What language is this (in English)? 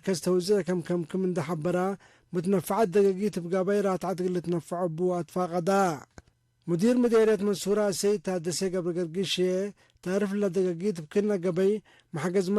Tigre